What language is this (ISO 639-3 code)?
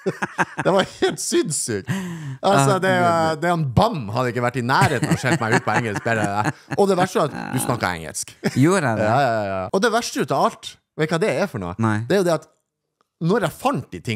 nor